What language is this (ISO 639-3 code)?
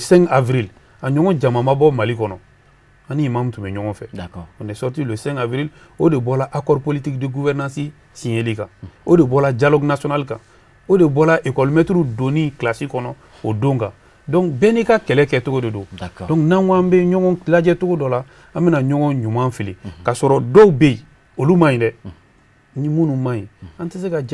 bam